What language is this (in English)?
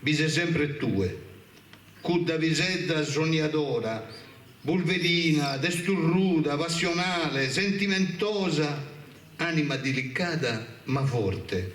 Sardinian